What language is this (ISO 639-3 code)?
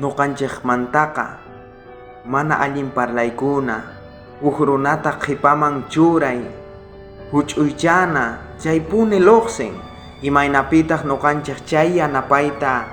quh